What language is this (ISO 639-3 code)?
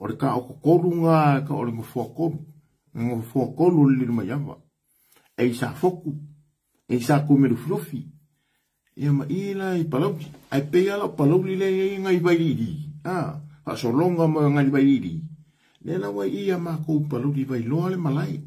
smo